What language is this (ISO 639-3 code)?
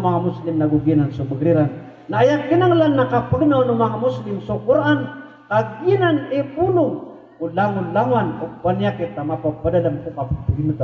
mrw